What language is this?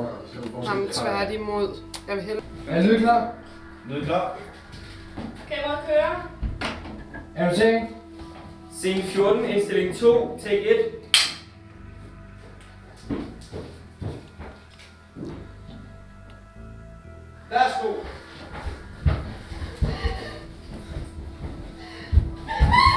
Danish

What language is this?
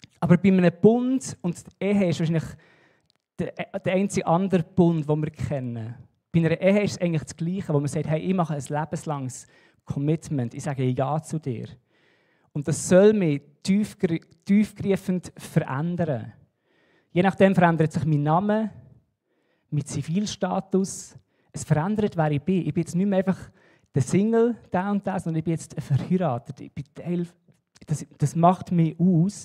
Swiss German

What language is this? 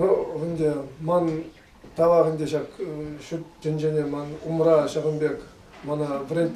Chuvash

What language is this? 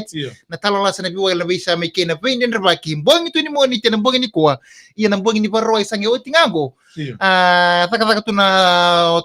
Fijian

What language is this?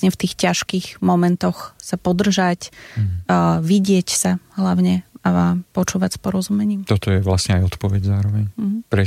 Slovak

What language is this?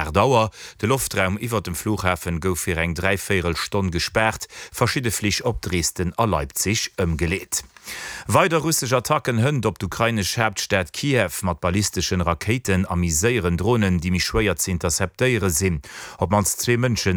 Luxembourgish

